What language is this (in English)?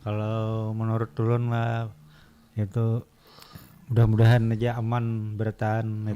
Banjar